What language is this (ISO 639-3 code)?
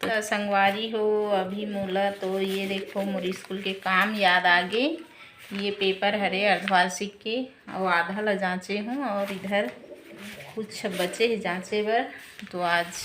hne